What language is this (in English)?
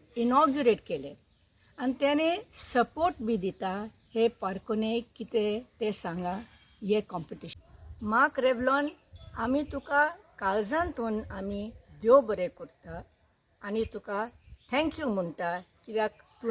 Konkani